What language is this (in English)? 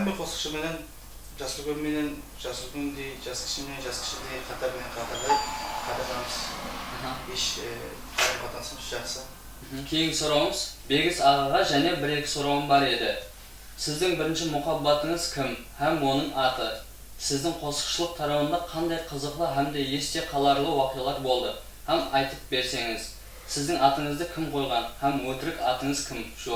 Kara-Kalpak